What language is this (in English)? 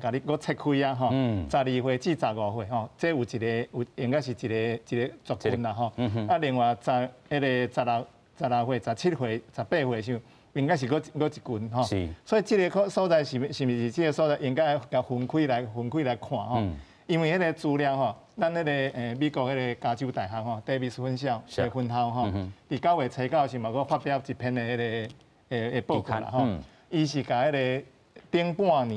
Min Nan Chinese